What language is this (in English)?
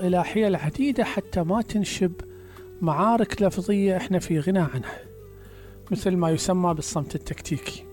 Mesopotamian Arabic